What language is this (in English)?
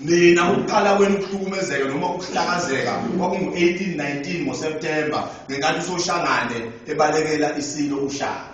Zulu